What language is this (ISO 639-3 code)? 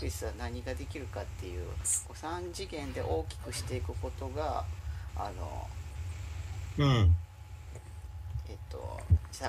jpn